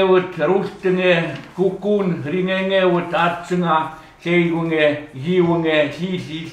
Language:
Chukot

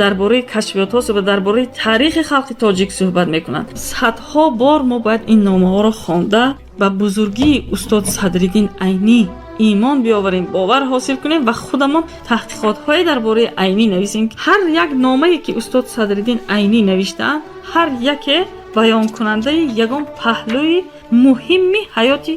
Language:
Tajik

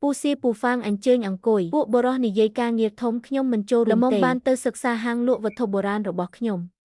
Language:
Khmer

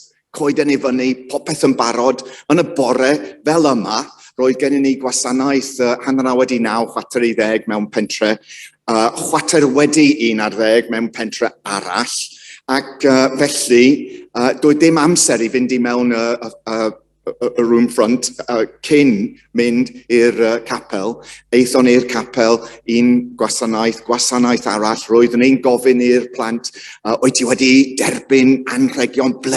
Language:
Welsh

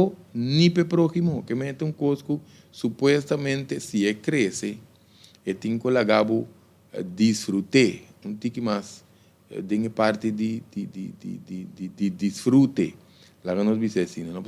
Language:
Papiamento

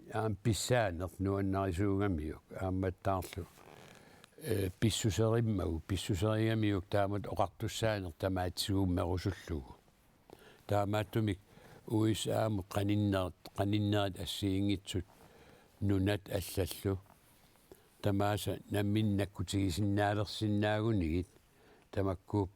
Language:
Kalaallisut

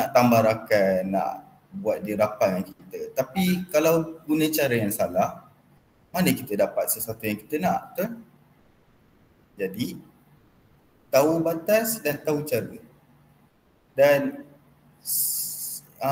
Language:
Malay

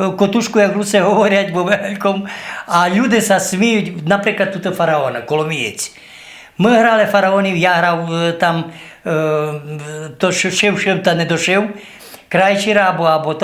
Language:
Rusyn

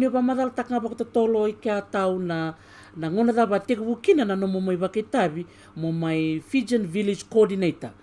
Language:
Fijian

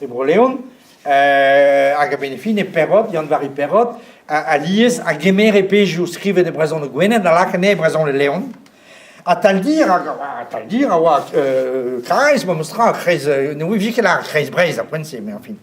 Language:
Breton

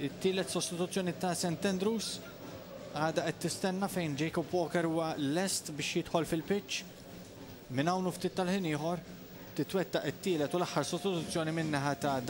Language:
Maltese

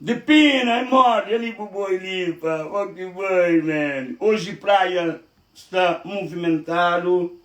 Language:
Kabuverdianu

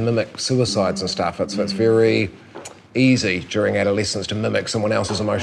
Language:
English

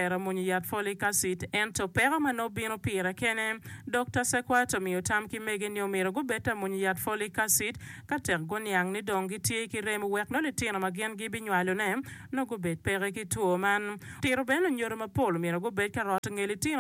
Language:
Acoli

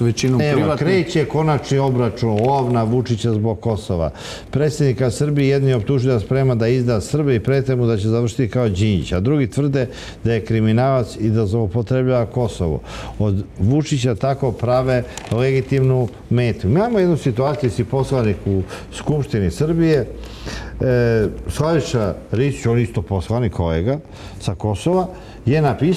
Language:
Serbian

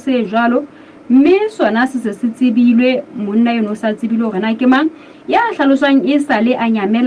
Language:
Southern Sotho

